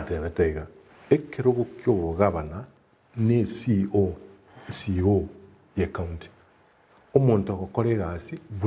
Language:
Gusii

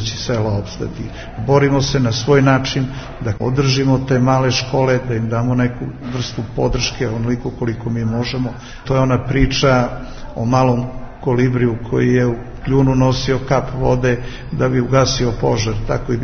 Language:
Serbian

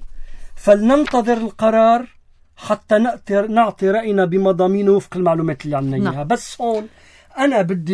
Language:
North Levantine Arabic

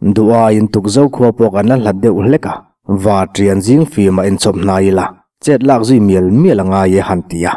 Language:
Mizo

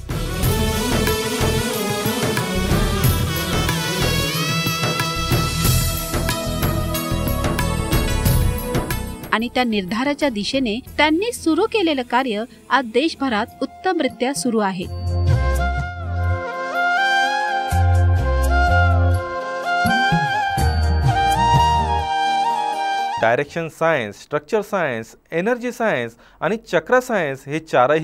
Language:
Marathi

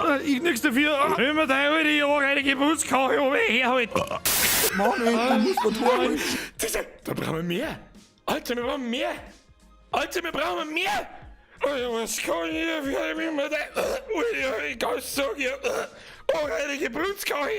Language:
Bavarian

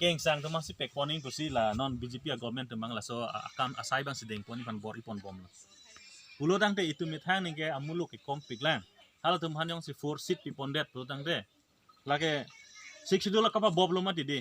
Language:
Karbi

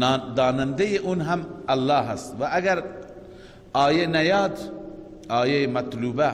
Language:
Persian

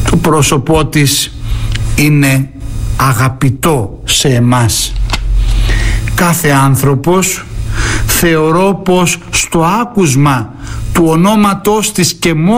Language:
Greek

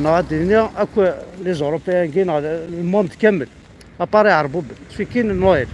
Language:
Kabyle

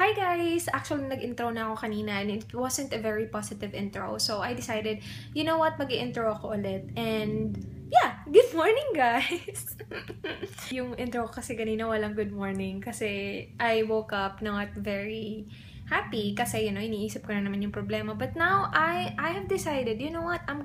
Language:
Filipino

